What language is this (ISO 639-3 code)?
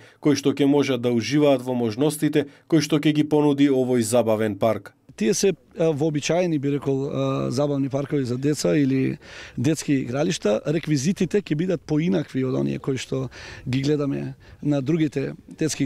mkd